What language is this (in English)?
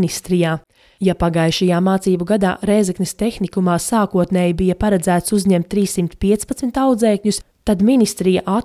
Latvian